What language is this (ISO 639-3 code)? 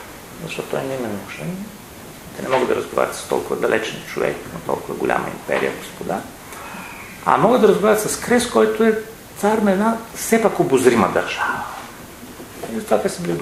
bul